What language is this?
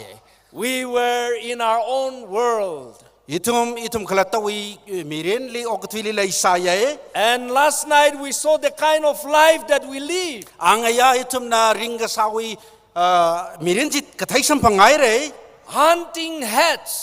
Tangkhul Naga (India)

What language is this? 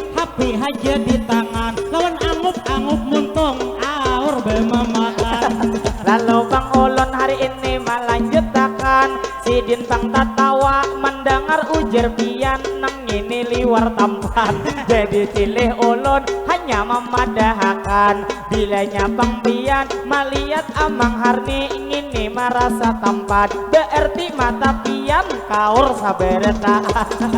Banjar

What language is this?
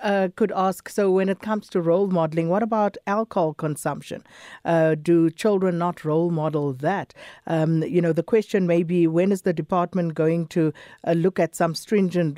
English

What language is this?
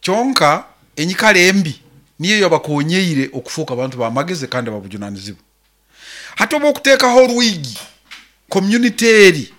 Nyankole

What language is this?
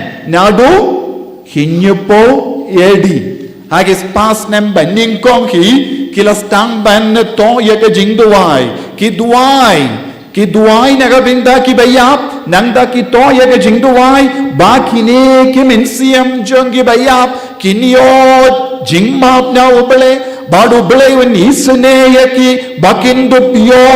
Khasi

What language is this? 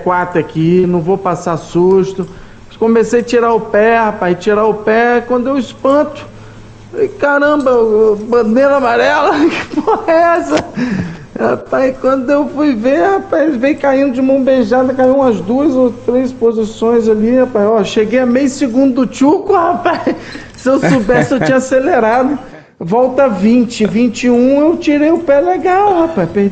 Portuguese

